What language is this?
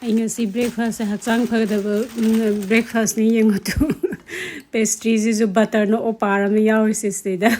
Manipuri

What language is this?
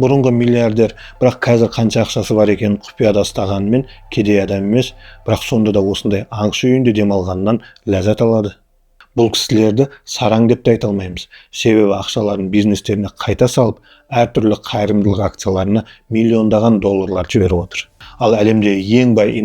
Kazakh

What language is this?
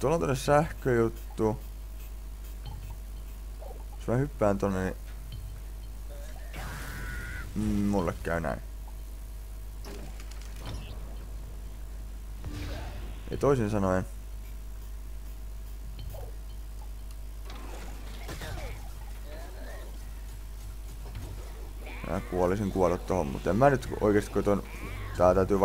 Finnish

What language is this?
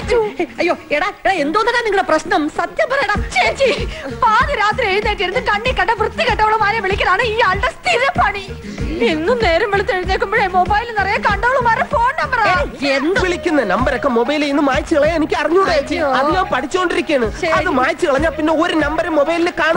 Malayalam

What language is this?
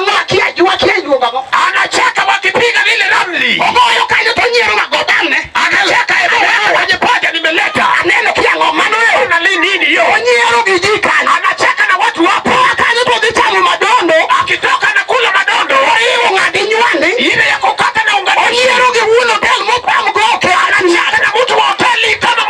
Luo (Kenya and Tanzania)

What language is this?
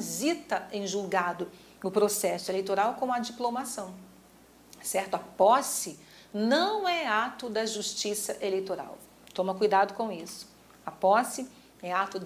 Portuguese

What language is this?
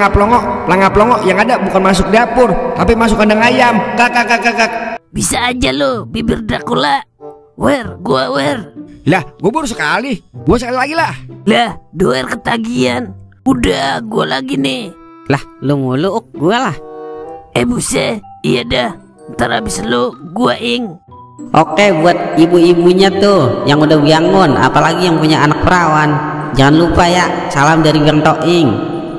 Betawi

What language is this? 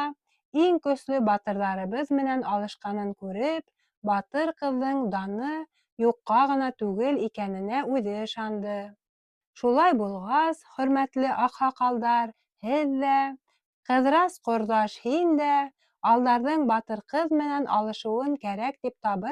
Bashkir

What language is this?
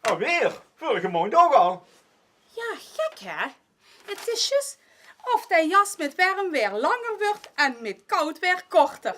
Limburgish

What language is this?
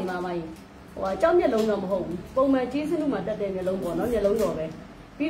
Burmese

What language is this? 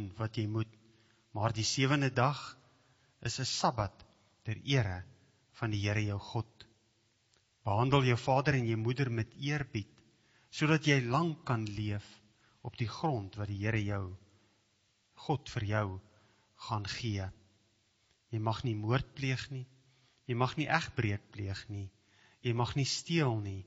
Afrikaans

